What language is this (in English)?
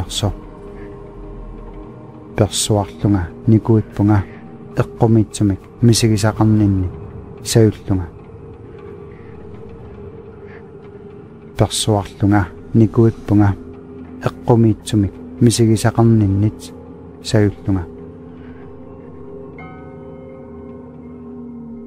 Kalaallisut